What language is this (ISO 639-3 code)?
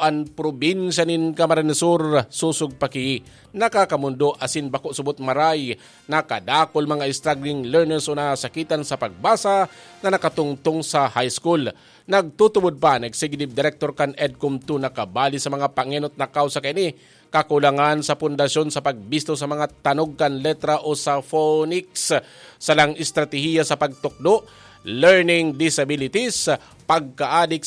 bik